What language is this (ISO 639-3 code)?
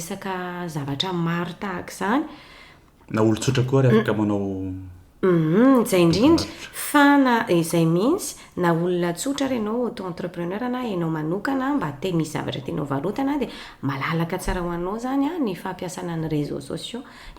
mlg